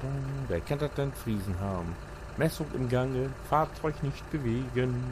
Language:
Low German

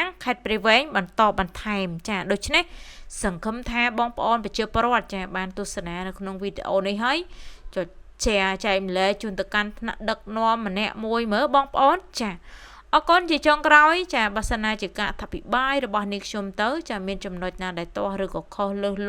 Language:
Khmer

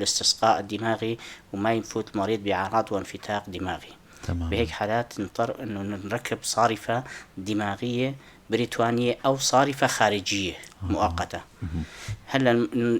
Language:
North Levantine Arabic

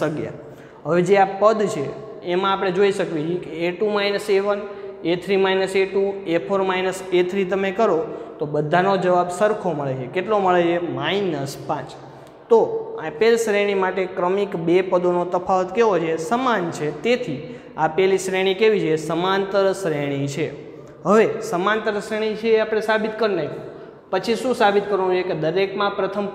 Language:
Gujarati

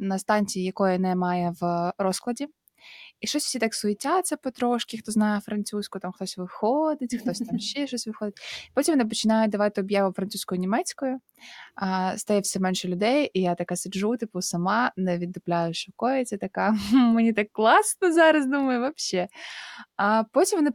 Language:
Ukrainian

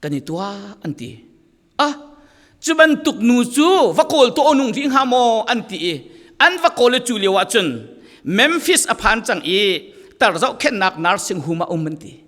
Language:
Falam Chin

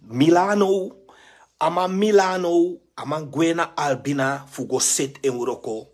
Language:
Sranan Tongo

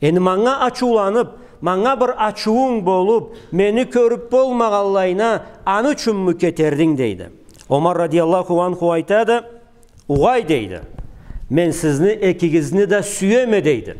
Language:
Karachay-Balkar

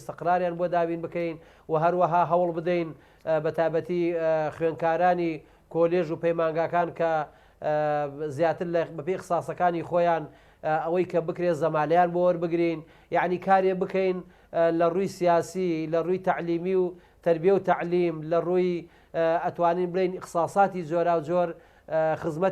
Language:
Central Kurdish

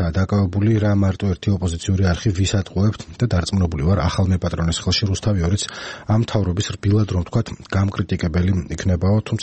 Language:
Georgian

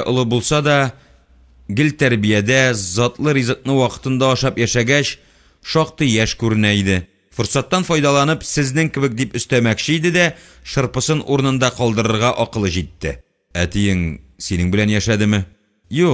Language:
Tatar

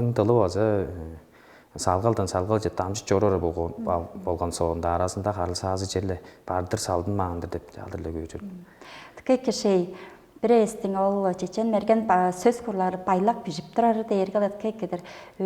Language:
Tuvinian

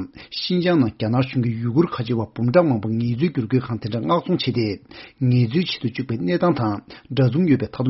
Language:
Tibetan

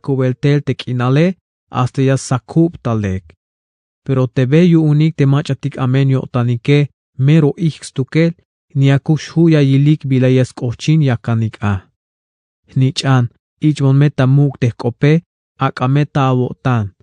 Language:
Tzeltal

